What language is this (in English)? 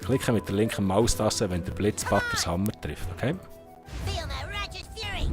Swiss German